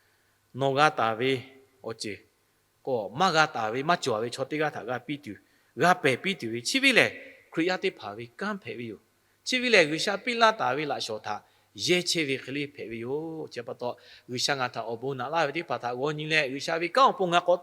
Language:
Lahu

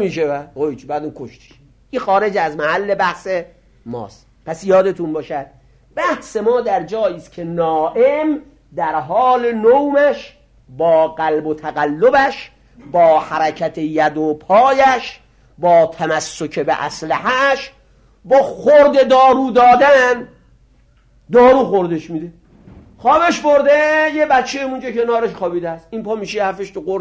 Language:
Persian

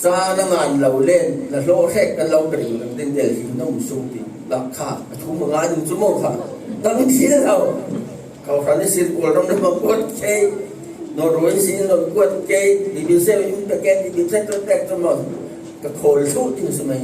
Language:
Falam Chin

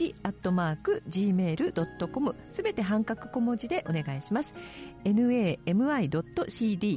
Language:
Japanese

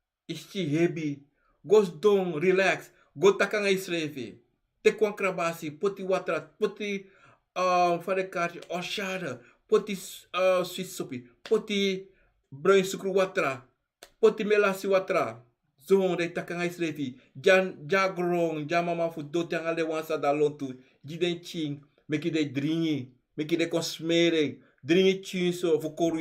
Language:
Sranan Tongo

